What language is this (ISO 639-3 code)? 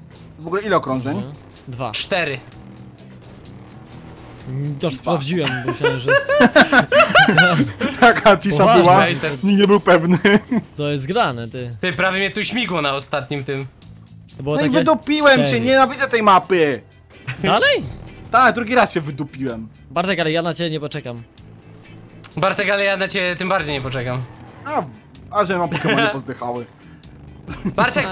pol